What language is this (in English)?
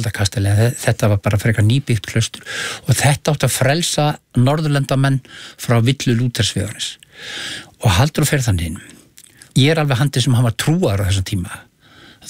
Icelandic